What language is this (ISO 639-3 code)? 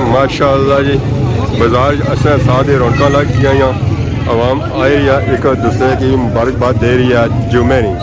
phr